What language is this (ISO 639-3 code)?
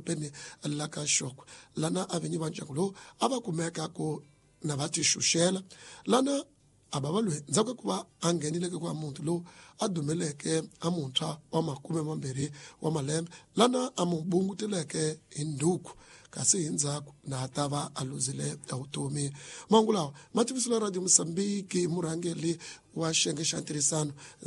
tso